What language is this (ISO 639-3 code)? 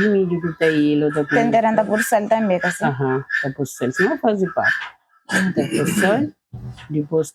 kea